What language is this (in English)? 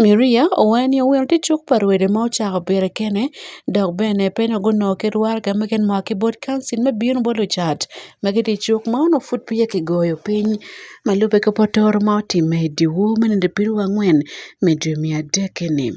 Acoli